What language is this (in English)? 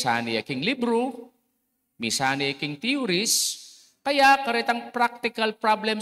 Pampanga